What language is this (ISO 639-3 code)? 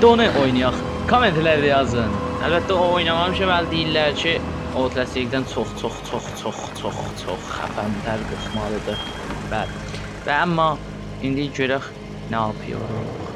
azb